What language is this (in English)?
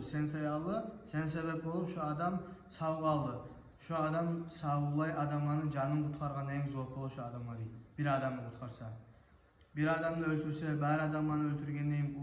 Kumyk